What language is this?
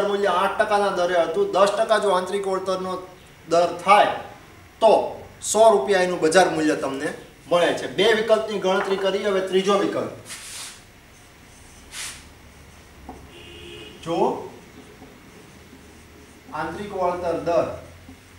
Gujarati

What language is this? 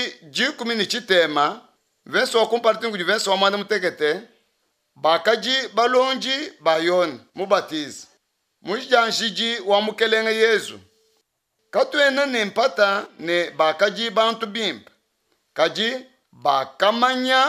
Luba-Lulua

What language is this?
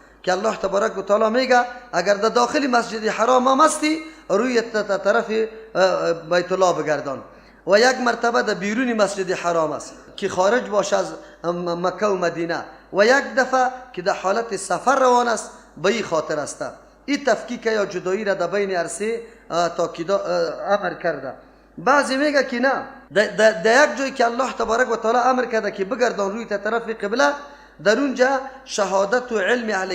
Persian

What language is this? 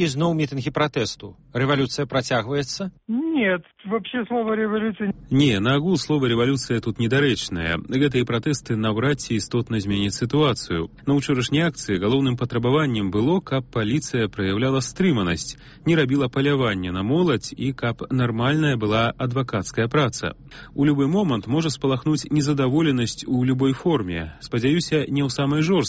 Belarusian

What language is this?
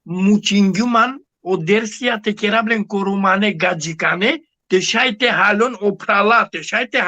Balkan Romani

